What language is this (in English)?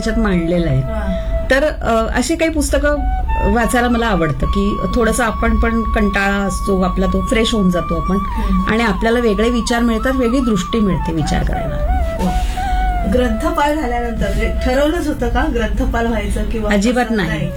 Marathi